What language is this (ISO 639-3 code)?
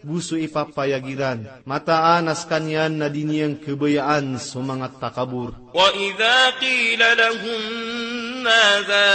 mrw